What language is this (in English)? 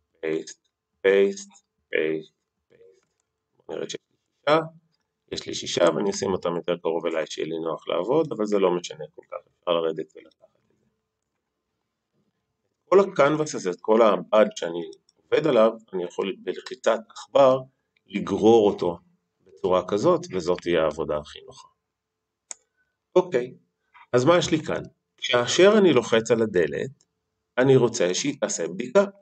Hebrew